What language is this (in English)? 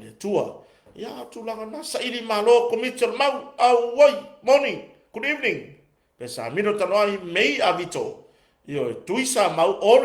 Samoan